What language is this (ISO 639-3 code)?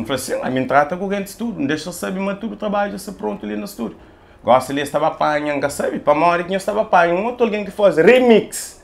kea